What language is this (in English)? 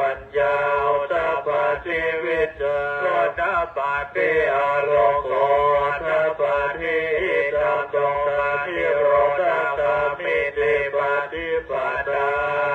Pali